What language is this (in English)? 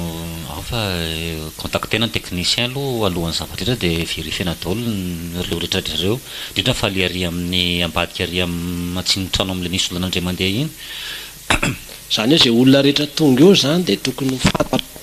Malagasy